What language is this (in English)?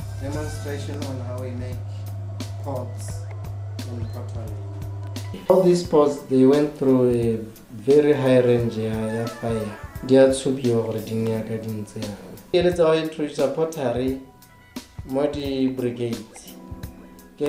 Tswana